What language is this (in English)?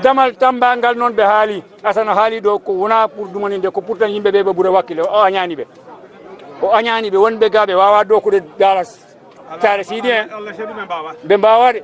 Fula